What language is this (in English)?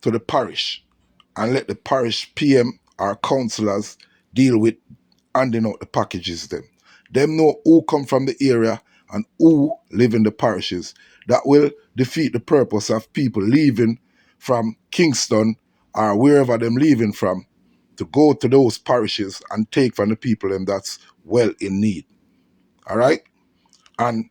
Jamaican Creole English